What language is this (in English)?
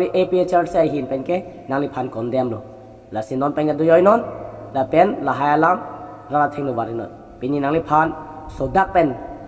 Karbi